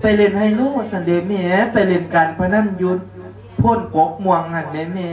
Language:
Lao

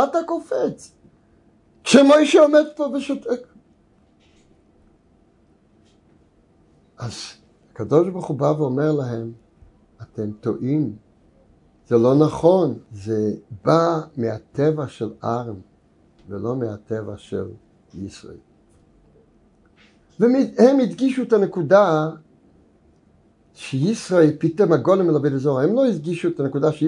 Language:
Hebrew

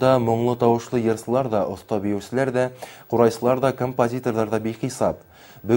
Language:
Bashkir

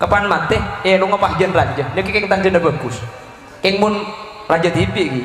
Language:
Madurese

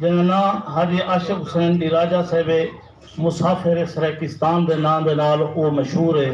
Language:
Saraiki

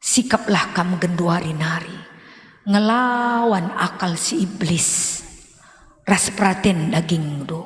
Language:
Batak Karo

